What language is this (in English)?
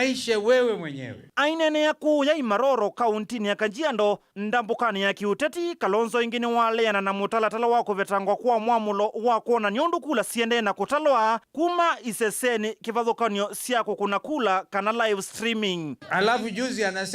Kamba